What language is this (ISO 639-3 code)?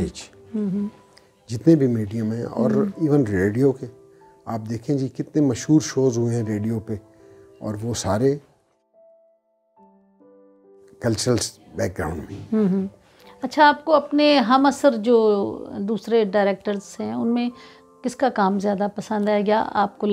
urd